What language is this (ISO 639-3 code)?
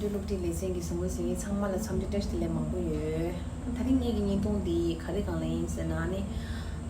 bod